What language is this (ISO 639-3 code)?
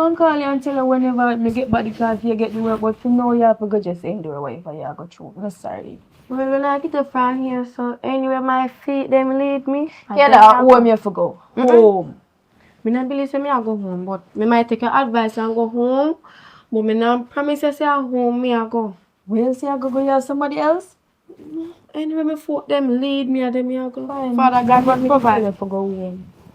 jam